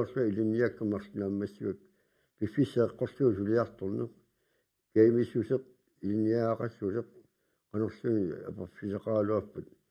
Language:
Kalaallisut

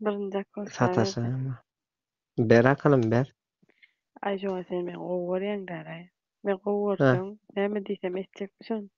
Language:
Turkmen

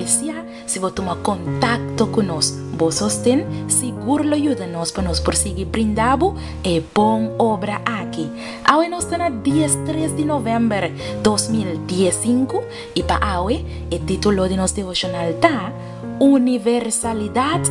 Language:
Papiamento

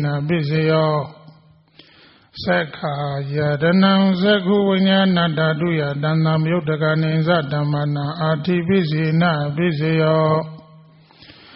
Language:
Burmese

